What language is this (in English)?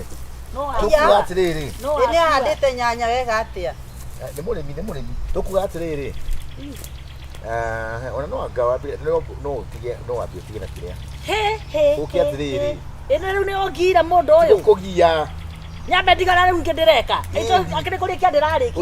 Kikuyu